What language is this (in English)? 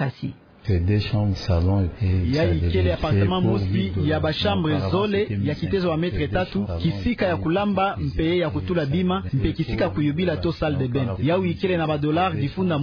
Kituba (Democratic Republic of Congo)